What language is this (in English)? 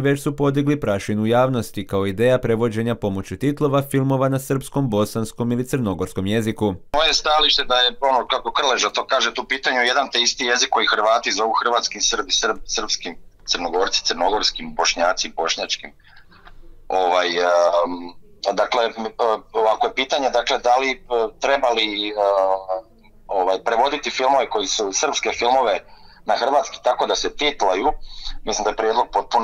Croatian